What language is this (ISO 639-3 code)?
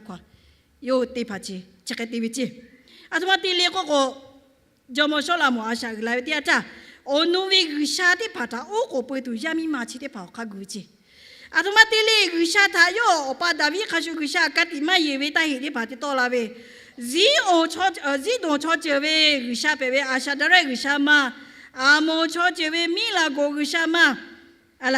lhu